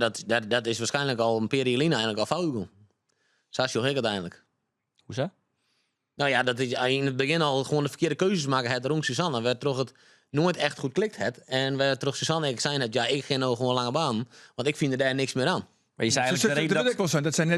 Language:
Western Frisian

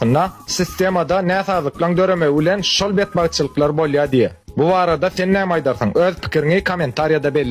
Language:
Turkmen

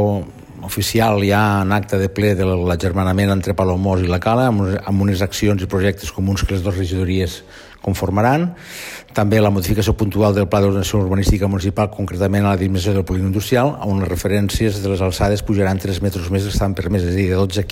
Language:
Catalan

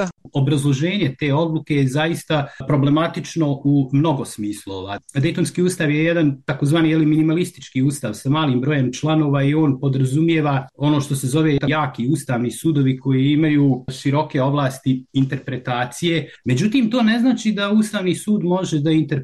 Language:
Bosnian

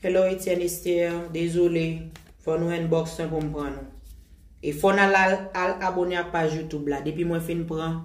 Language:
Haitian Creole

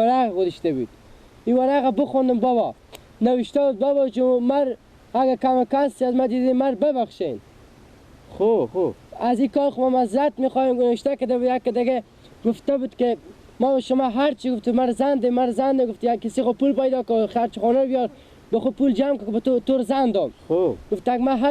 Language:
Persian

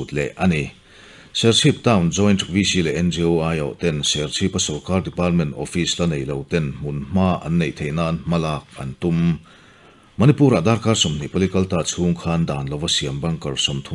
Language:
Mizo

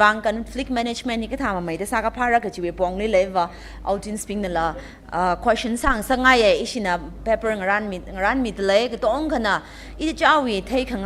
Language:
Tangkhul Naga (India)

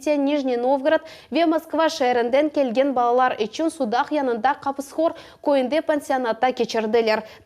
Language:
Crimean Tatar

